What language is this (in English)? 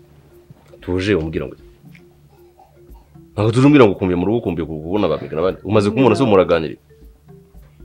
Kinyarwanda